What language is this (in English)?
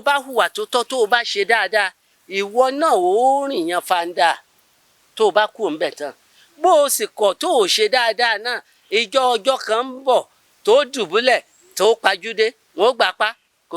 Yoruba